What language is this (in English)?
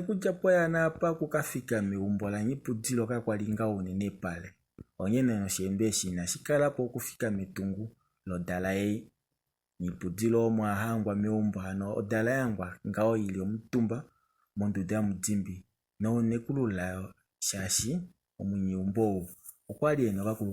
Kuanyama